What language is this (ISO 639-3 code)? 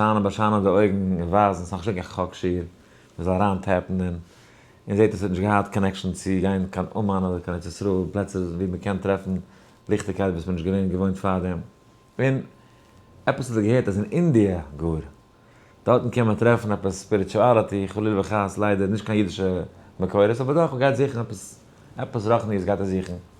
yid